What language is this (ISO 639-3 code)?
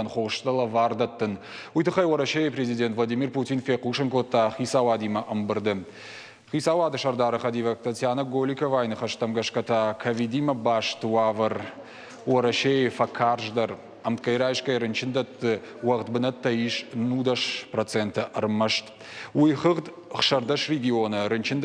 oss